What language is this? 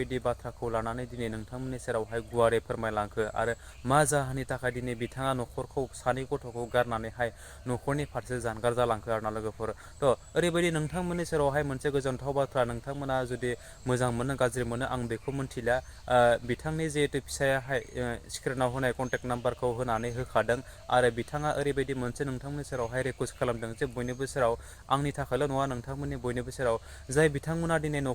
Bodo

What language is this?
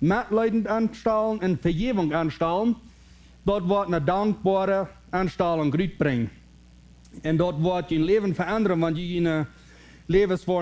Plautdietsch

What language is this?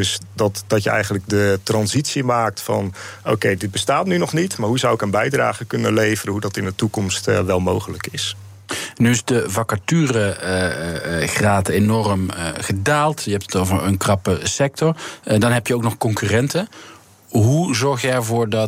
Dutch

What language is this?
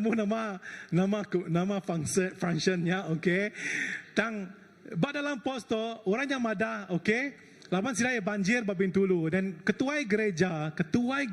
Iban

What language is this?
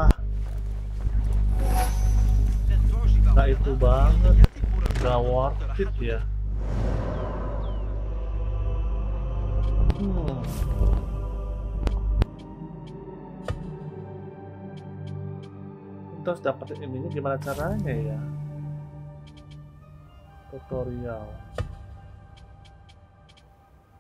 Indonesian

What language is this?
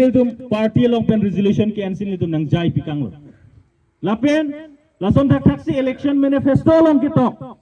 Karbi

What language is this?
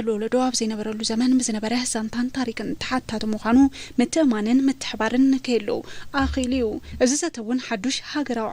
Tigrinya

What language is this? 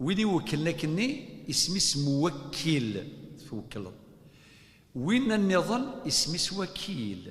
Kabyle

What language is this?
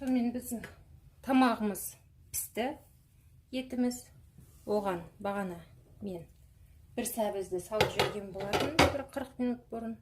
Kazakh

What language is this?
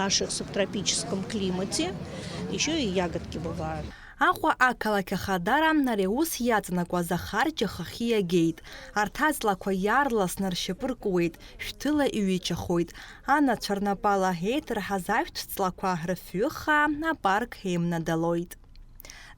Abkhazian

